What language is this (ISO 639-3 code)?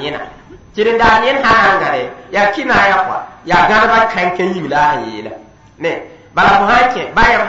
mos